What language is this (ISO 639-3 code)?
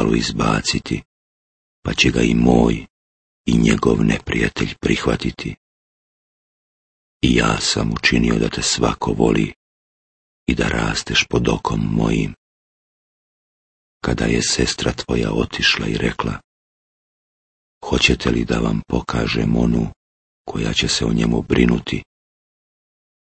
bos